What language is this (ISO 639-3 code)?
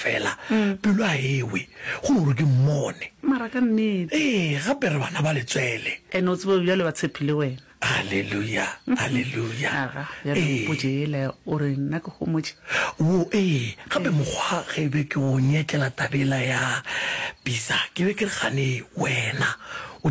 nso